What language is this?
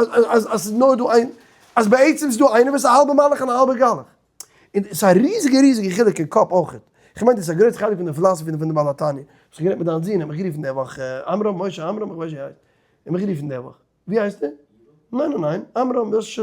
Yiddish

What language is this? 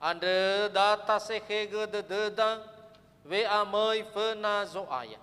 Nias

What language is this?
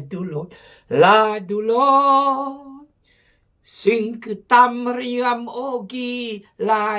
Khmu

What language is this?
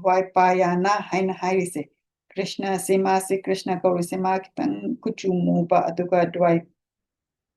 Manipuri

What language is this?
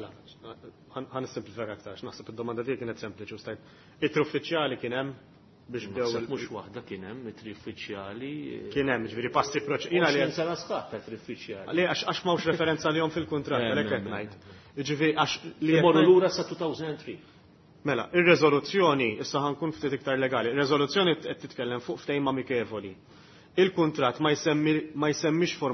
Maltese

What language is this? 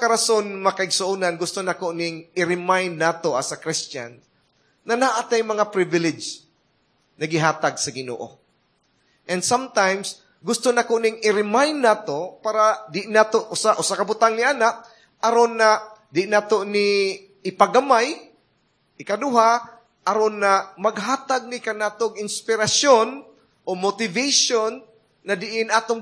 Cebuano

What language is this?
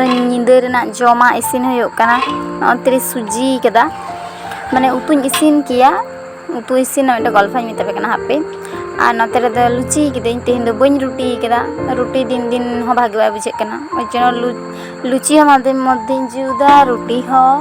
Santali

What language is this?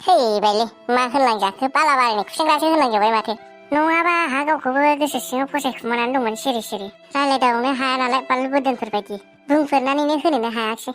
Bodo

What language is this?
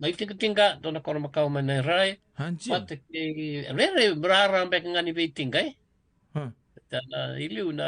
Fijian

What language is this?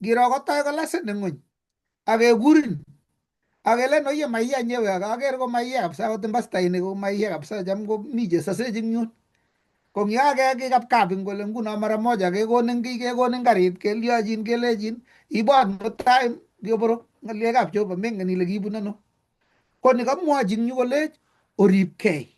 Kalenjin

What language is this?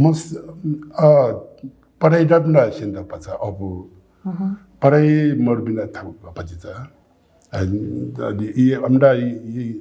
Newari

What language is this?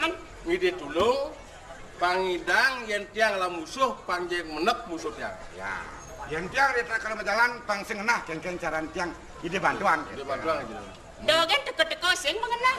Balinese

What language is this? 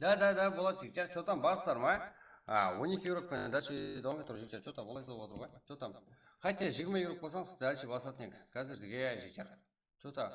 Kara-Kalpak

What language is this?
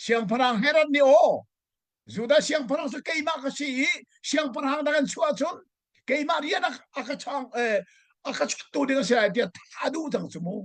Hakha Chin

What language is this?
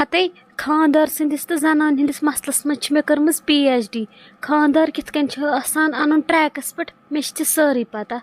Kashmiri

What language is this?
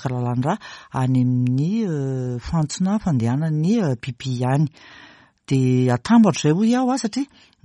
Malagasy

